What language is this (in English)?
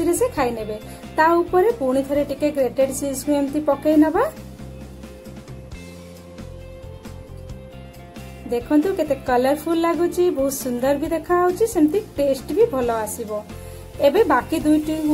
Odia